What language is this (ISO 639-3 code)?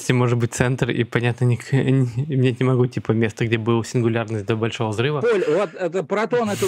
rus